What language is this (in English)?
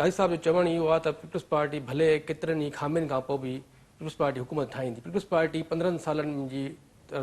Sindhi